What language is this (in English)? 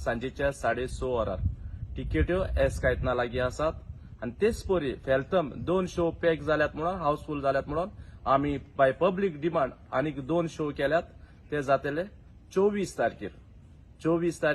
Konkani